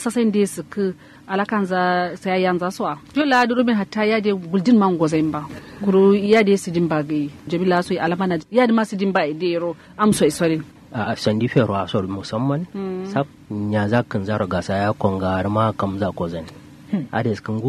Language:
Kanuri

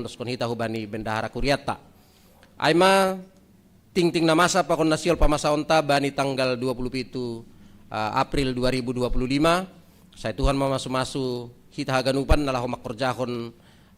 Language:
Batak Simalungun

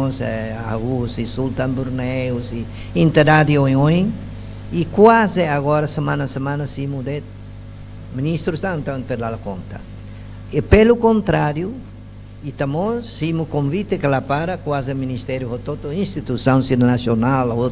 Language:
Tetum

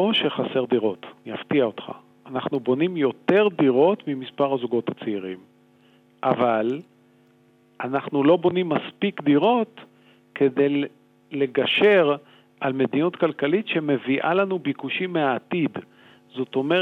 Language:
Hebrew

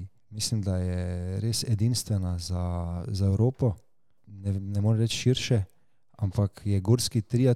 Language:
Slovenian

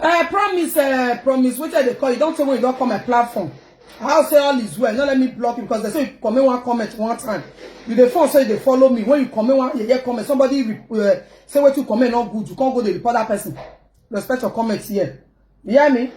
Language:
Nigerian Pidgin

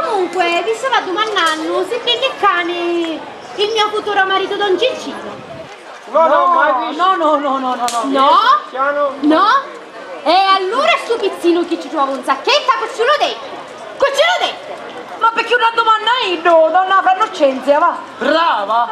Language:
Sicilian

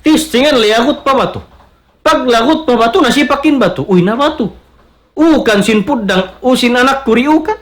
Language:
Tausug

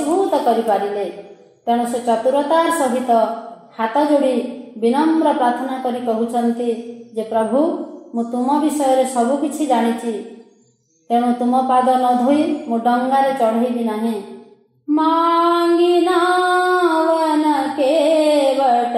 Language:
Odia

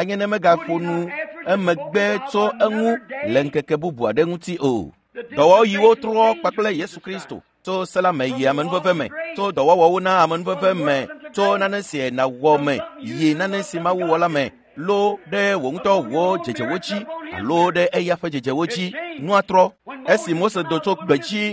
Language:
Ewe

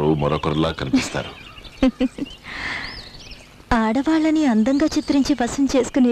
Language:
Telugu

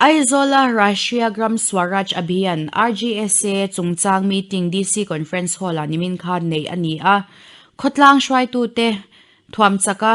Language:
Mizo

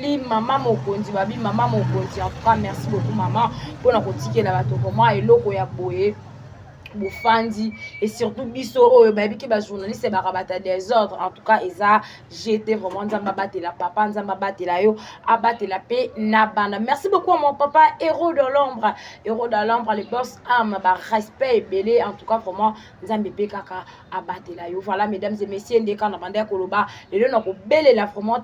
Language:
Lingala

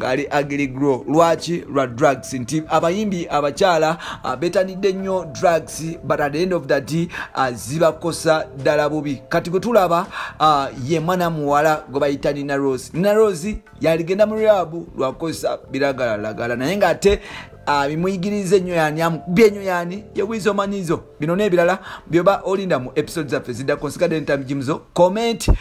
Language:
Ganda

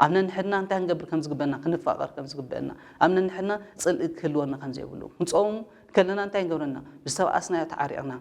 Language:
Tigrinya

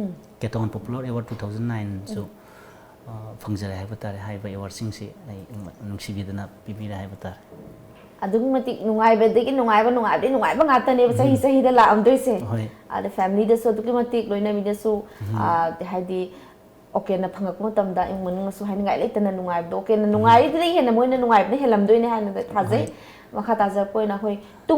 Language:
Manipuri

